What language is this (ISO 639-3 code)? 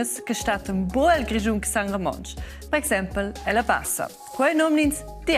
roh